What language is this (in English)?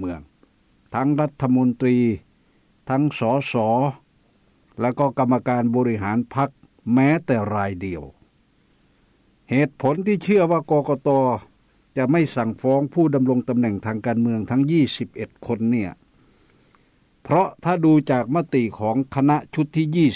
Thai